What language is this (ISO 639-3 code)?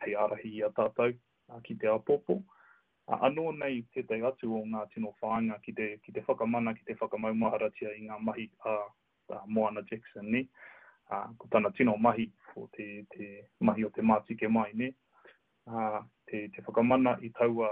mri